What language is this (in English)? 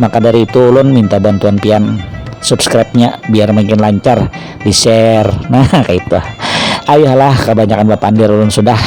Banjar